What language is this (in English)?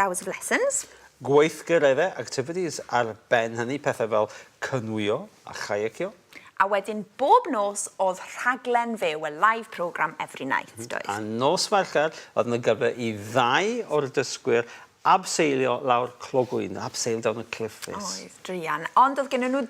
Welsh